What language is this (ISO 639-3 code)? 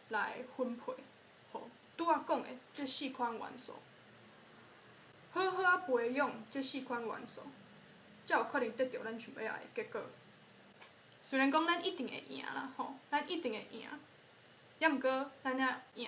nan